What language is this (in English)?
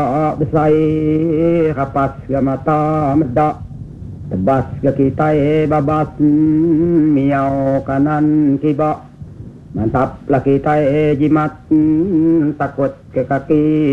Iban